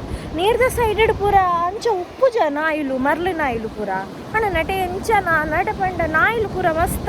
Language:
Tulu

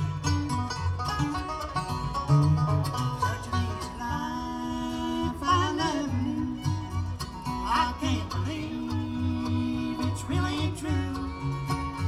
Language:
English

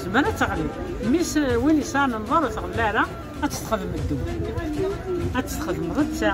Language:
Kabyle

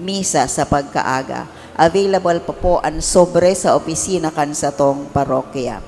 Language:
Bikol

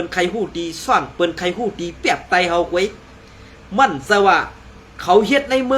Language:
Shan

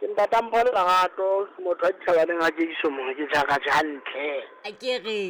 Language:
Southern Sotho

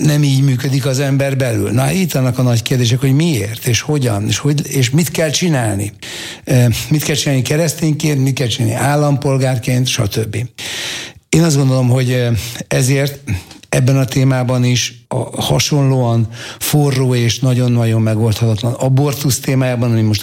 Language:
Hungarian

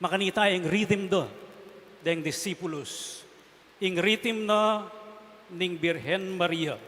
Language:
Pampanga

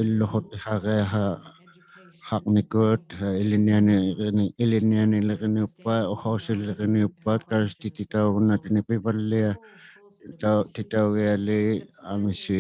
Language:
Inuktitut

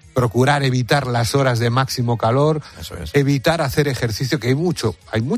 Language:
Spanish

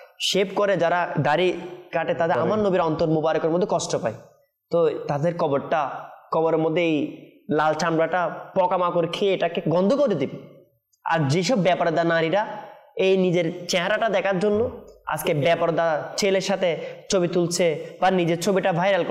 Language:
Bangla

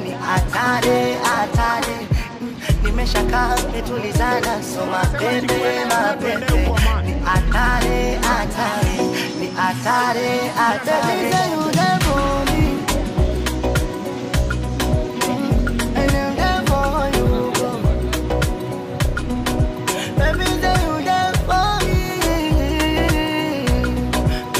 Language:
Swahili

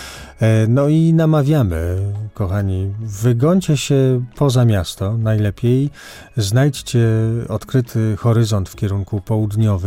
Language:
Polish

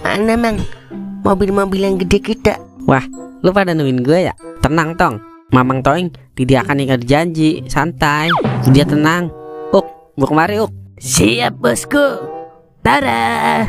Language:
Betawi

